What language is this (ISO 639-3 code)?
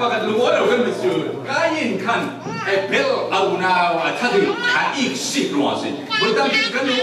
cfm